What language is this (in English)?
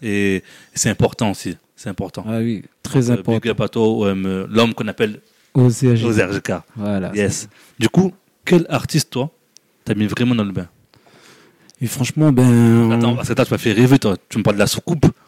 French